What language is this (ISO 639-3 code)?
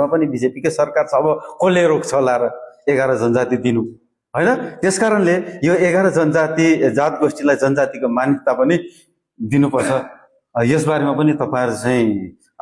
nep